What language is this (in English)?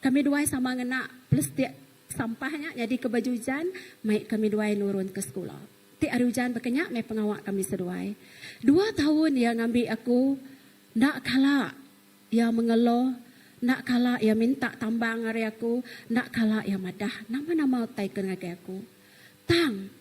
Iban